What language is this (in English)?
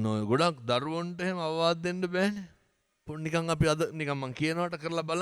Sinhala